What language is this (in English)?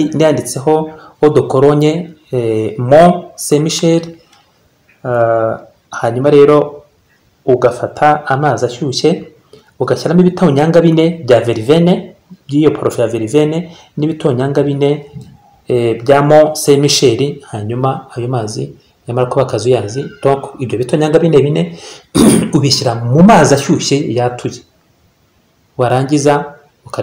Kinyarwanda